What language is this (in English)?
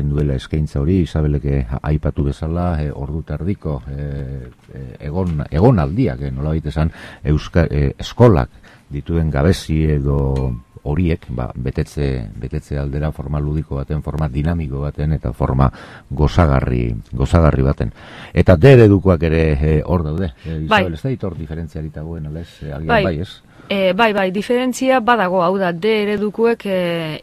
Basque